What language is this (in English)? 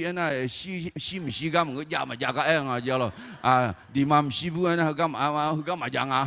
Akha